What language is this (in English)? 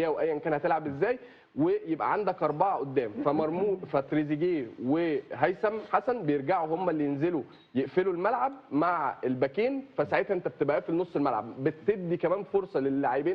Egyptian Arabic